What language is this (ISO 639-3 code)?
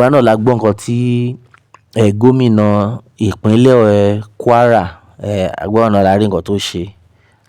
yor